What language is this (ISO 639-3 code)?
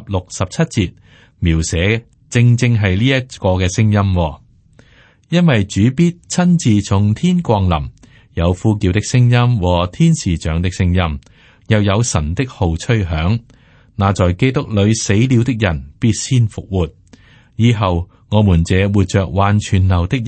yue